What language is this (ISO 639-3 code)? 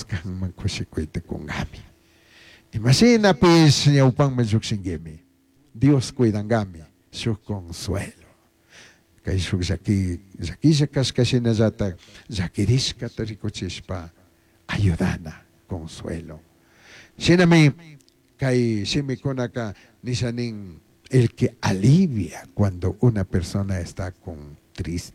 qug